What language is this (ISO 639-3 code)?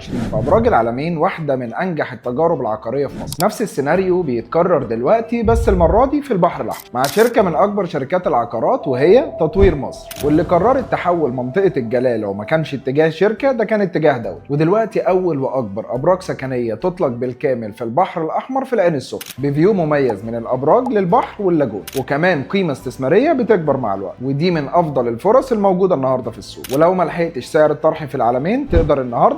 arz